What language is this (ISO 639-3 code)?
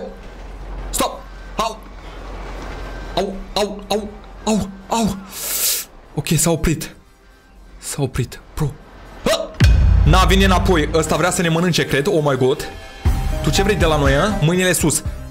ron